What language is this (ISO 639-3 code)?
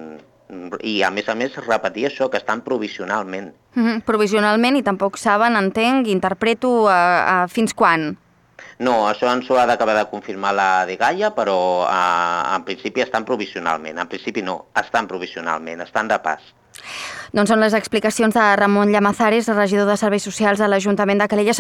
cat